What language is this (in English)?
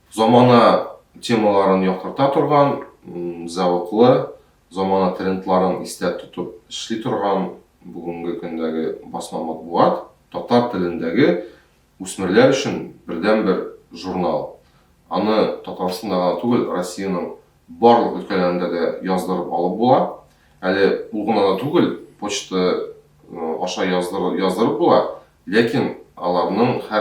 Tatar